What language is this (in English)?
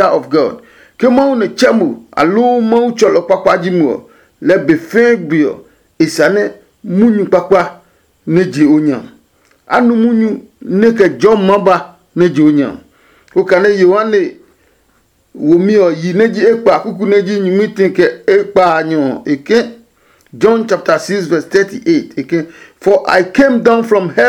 Adangme